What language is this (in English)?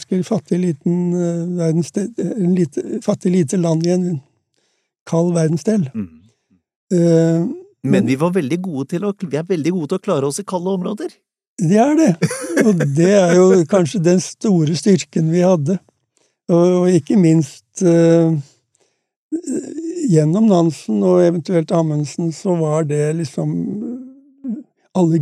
Norwegian